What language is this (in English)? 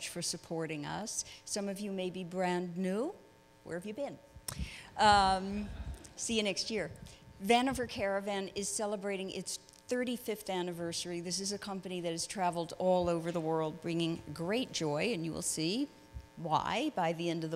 English